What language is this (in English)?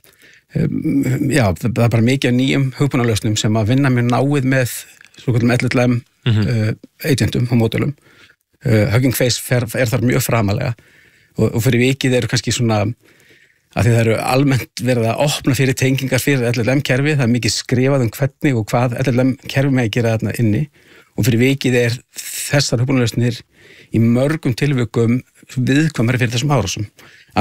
Icelandic